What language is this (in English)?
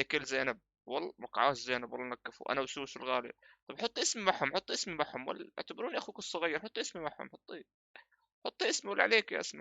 North Levantine Arabic